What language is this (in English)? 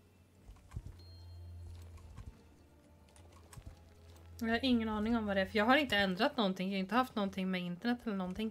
Swedish